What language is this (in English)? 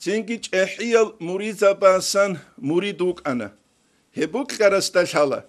Avaric